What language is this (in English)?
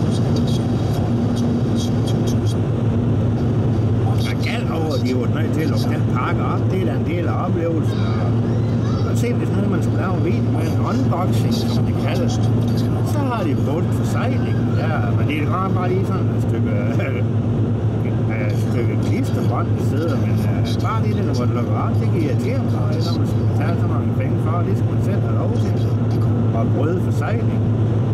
Danish